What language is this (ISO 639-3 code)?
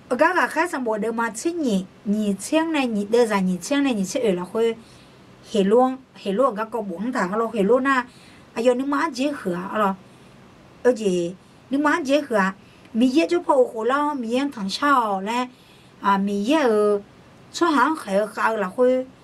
ahk